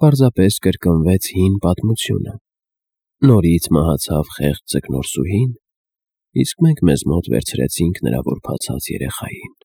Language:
Armenian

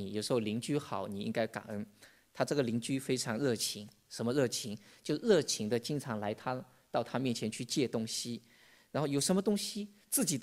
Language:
Chinese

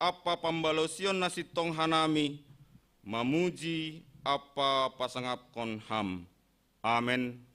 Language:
Batak Simalungun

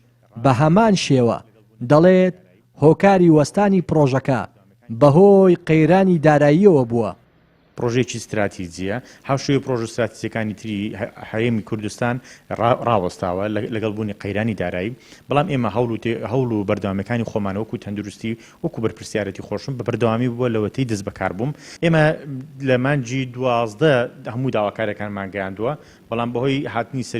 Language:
Central Kurdish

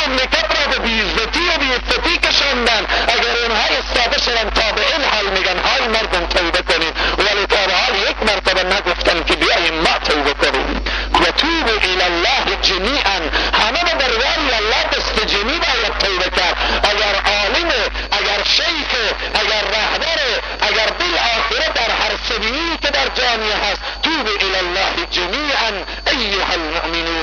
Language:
Persian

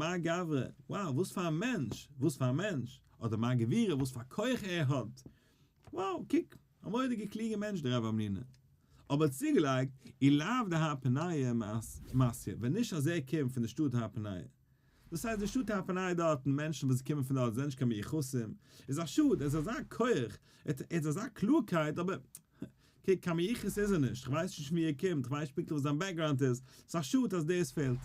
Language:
Yiddish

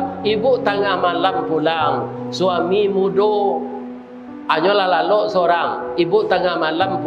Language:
Minangkabau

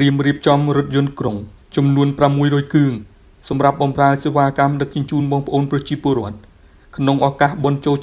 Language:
Khmer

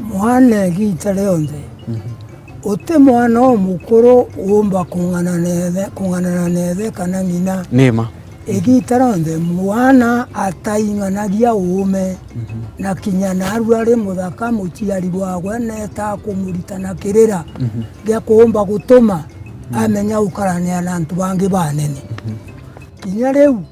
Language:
Meru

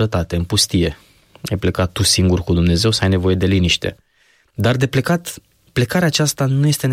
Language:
Romanian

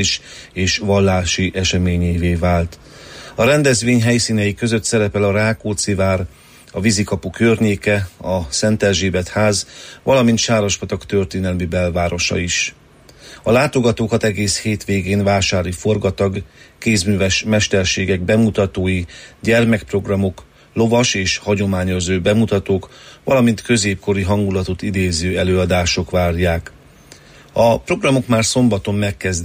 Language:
Hungarian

